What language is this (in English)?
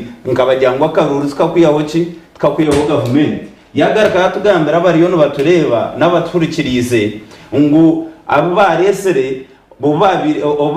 Nyankole